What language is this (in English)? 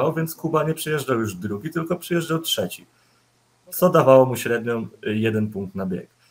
Polish